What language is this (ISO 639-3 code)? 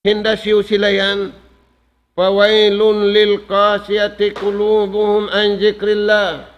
tsg